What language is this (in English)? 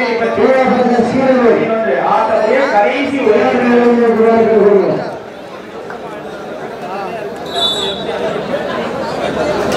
Tamil